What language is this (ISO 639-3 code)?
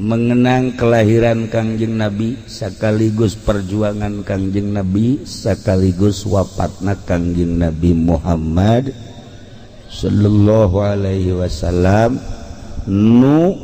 sun